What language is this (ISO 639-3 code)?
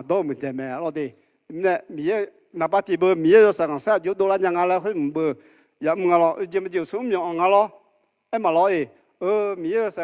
ahk